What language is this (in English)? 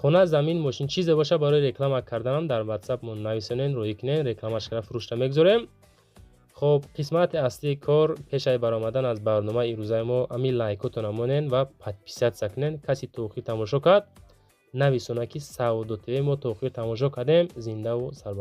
Tajik